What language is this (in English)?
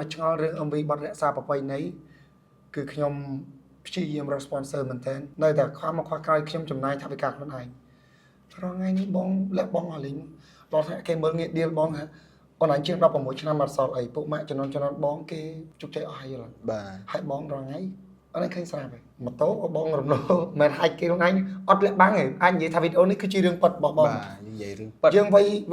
Khmer